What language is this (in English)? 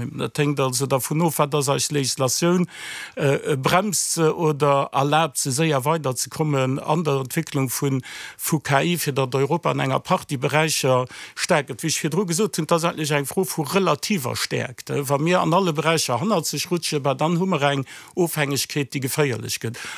Luxembourgish